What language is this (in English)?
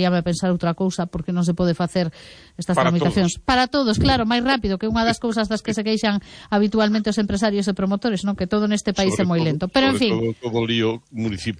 Galician